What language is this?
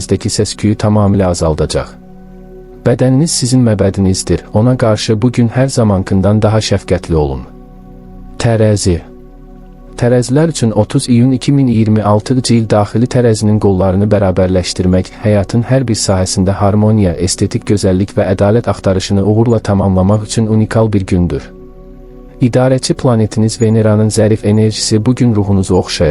Azerbaijani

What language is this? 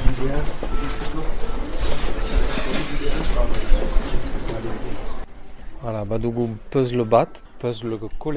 Basque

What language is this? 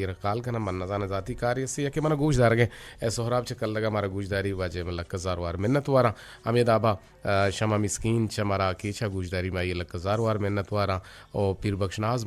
Eastern Balochi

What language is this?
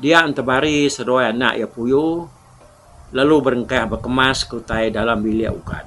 Iban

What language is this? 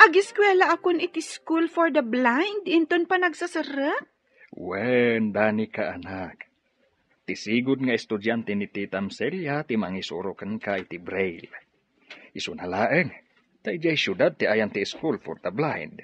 Iloko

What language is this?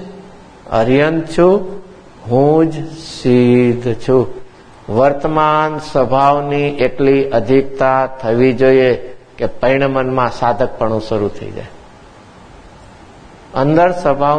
Gujarati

